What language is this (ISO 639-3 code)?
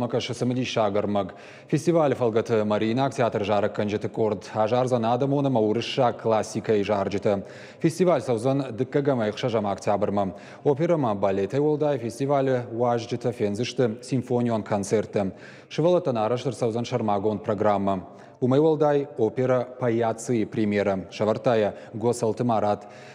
oss